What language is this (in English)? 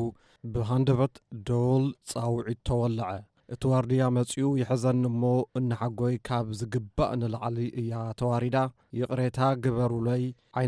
Tigrinya